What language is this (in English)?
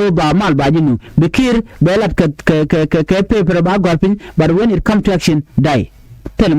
Nuer